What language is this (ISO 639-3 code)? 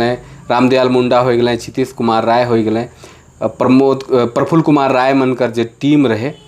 sck